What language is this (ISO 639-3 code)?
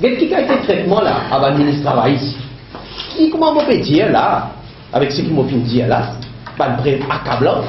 mfe